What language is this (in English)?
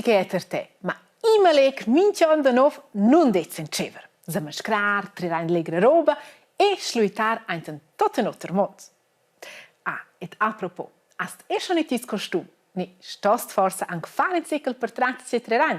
Romansh